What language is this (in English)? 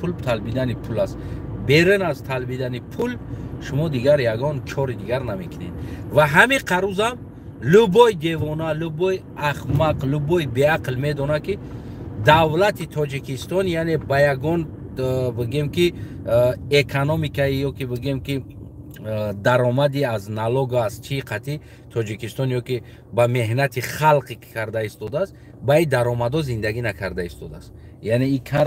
Tajik